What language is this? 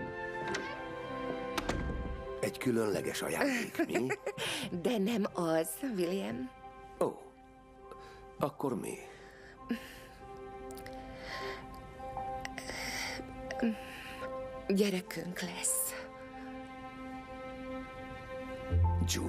Hungarian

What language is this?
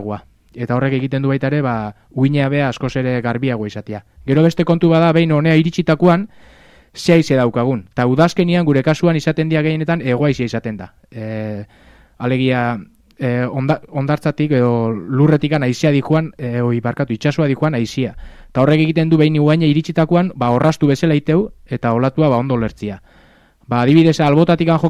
Basque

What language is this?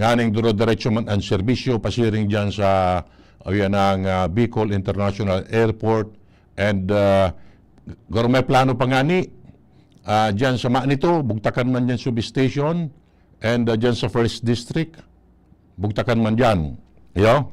Bikol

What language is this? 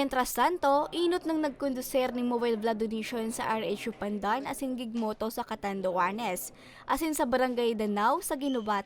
Bikol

